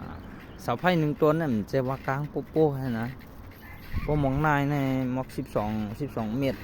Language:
Shan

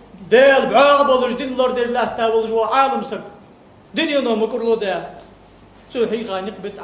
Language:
Ingush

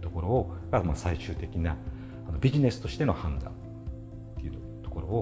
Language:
Japanese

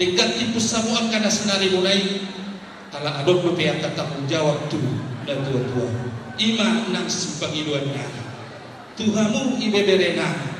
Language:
Batak Toba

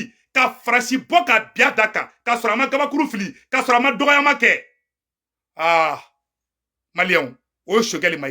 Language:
Bambara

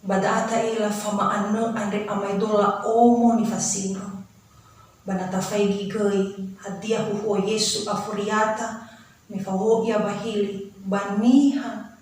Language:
Nias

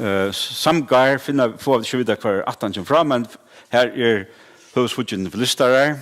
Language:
Faroese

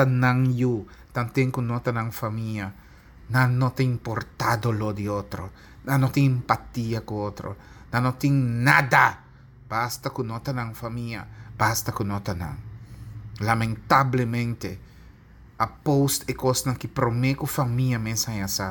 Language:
Papiamento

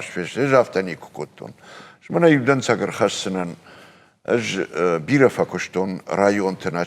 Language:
Ossetic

